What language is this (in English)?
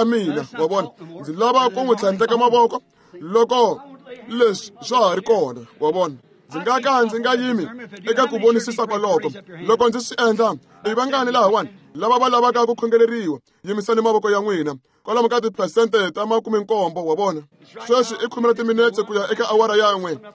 Tsonga